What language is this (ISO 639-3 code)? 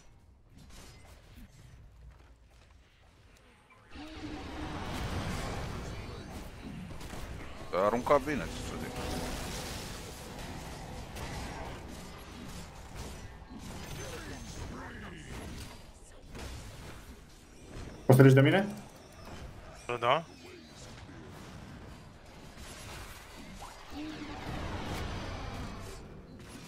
ron